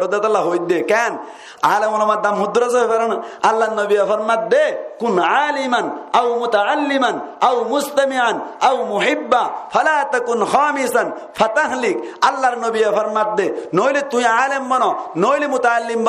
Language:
Rohingya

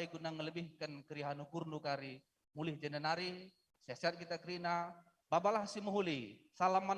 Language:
Batak Karo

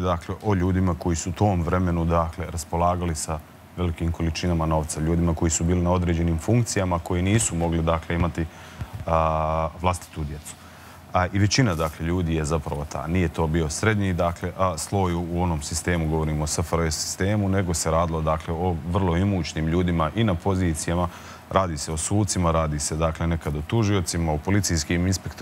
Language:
Serbian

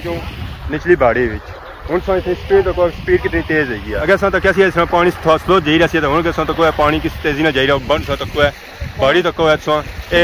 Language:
Pahari-Potwari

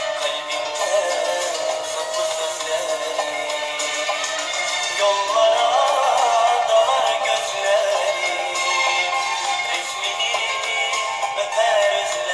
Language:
Turkish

